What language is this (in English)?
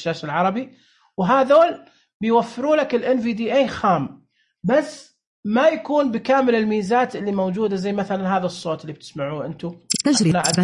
Najdi Arabic